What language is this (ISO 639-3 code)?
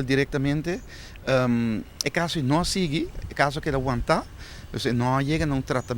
pap